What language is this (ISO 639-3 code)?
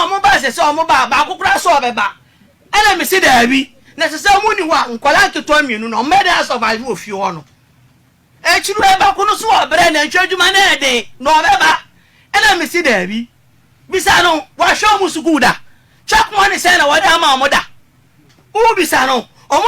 aka